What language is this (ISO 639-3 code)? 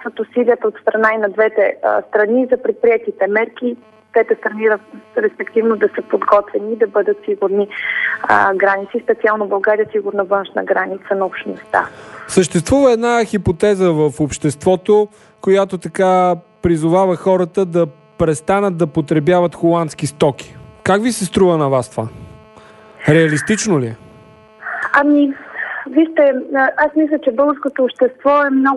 bul